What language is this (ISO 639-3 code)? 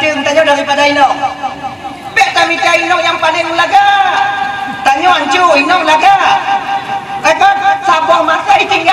ace